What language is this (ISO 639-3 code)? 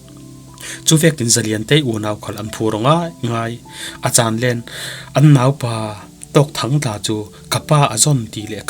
cfm